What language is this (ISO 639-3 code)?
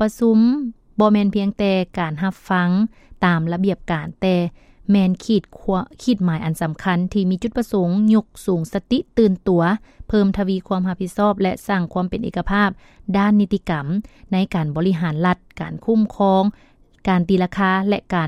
lao